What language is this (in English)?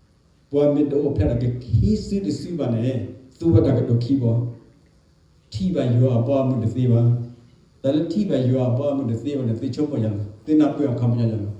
S'gaw Karen